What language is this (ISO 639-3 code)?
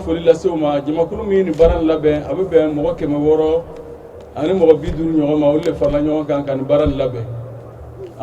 bam